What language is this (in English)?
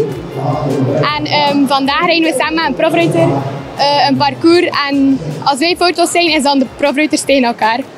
Dutch